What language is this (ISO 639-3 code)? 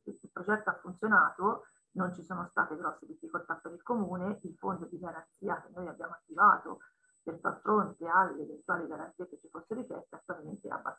ita